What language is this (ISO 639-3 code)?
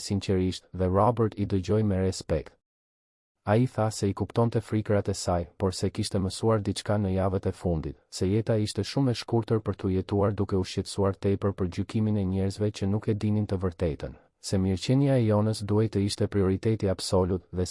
sqi